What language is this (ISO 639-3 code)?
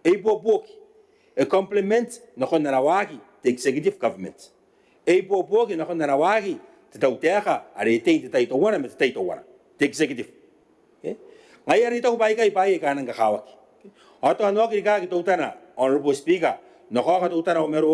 gil